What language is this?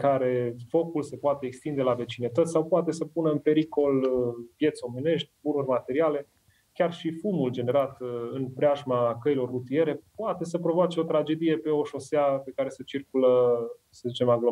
Romanian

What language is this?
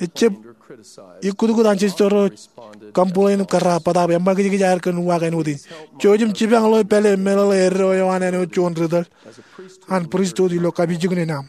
Marshallese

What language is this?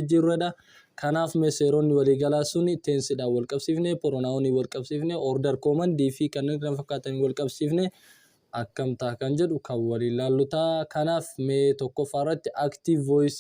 Oromo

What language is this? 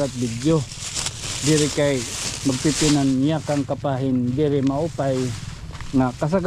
Waray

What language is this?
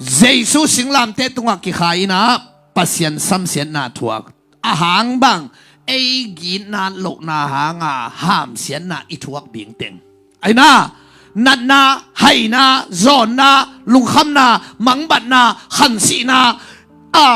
Tedim Chin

